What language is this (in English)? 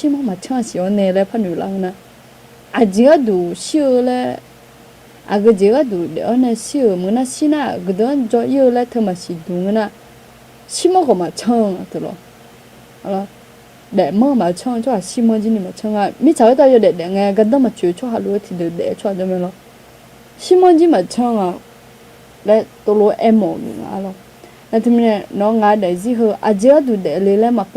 Akha